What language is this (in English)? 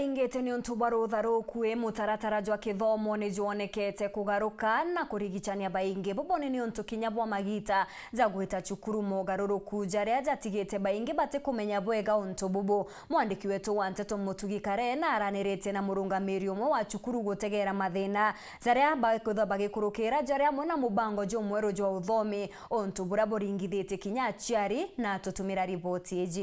Meru